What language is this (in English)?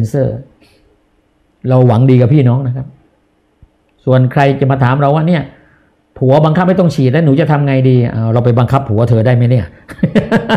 Thai